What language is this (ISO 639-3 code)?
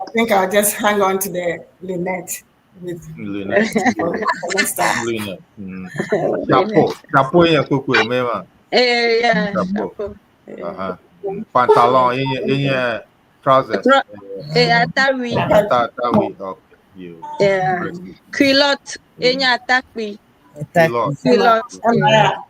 ewe